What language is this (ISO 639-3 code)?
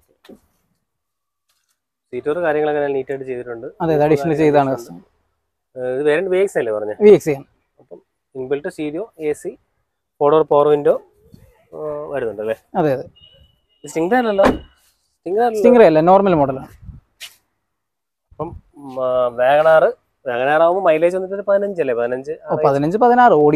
mal